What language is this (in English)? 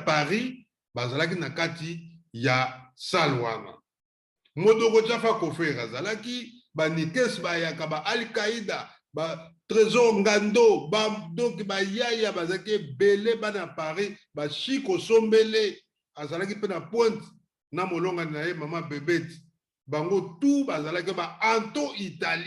Lingala